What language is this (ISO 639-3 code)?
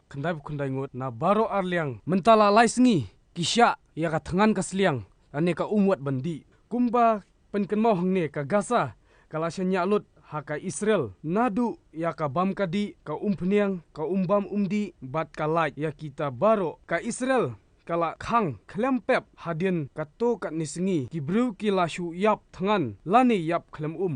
kha